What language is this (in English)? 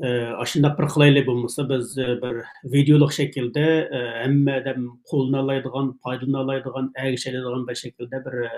Uyghur